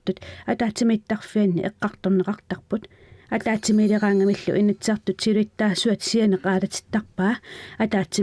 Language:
Kalaallisut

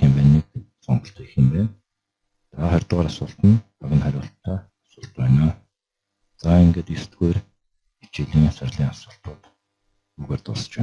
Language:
Mongolian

